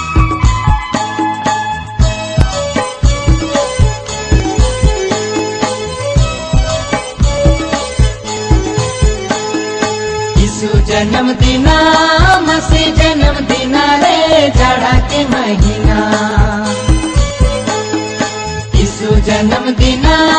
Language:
Sadri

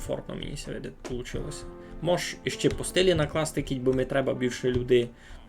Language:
Rusyn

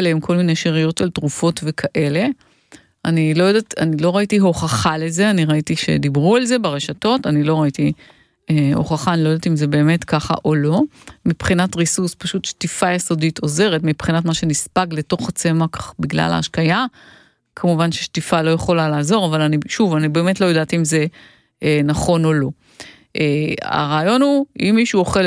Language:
Hebrew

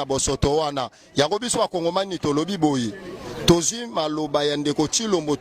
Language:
Lingala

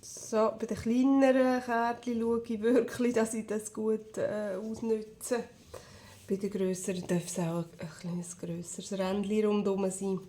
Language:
Swiss German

